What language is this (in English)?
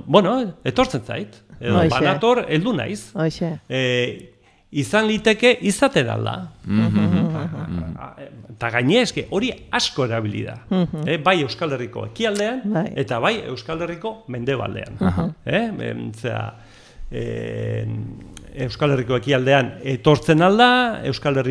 Basque